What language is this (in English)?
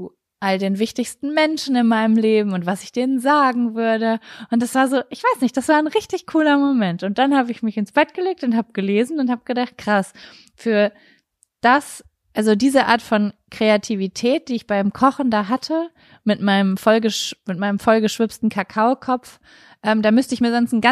German